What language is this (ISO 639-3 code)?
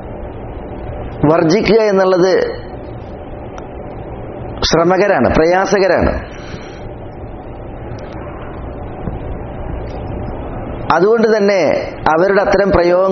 mal